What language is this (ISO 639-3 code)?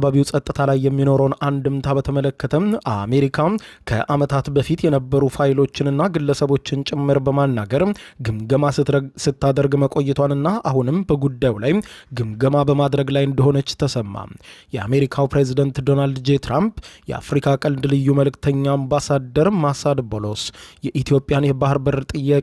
amh